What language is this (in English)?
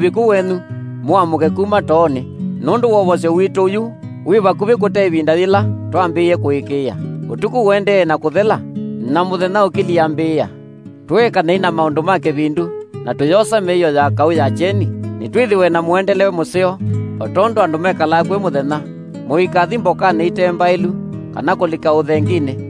Kamba